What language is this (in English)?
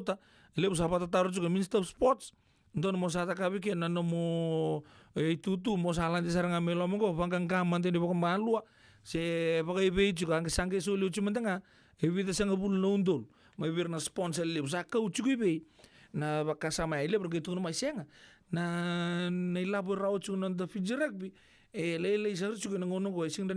Fijian